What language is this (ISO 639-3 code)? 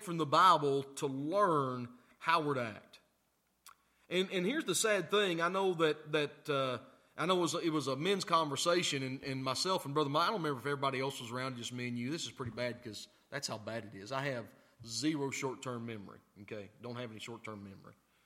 eng